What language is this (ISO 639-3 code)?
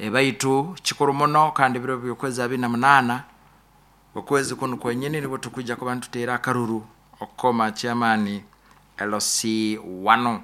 nyo